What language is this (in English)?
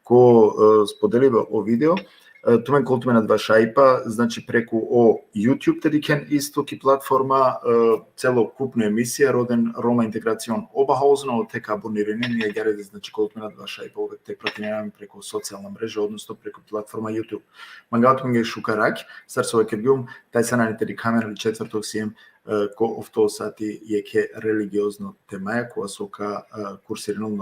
Balkan Romani